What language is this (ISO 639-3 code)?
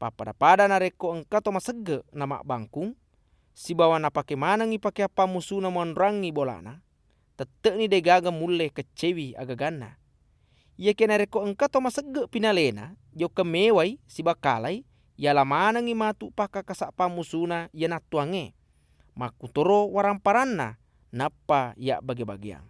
bug